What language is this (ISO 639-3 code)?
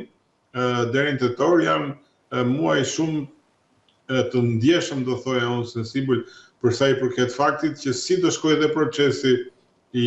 sqi